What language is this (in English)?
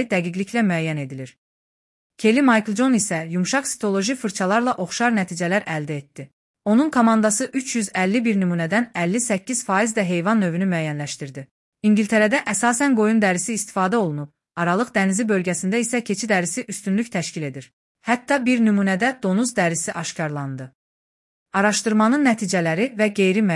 Azerbaijani